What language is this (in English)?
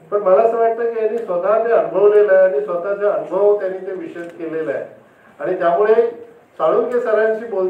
Marathi